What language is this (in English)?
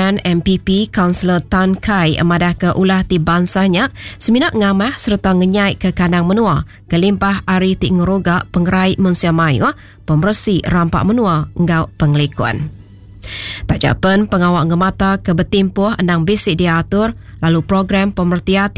Iban